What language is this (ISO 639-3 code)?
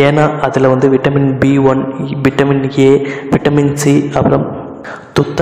tam